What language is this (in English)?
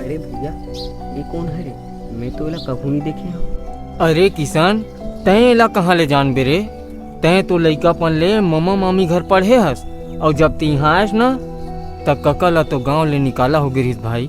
Chhattisgarhi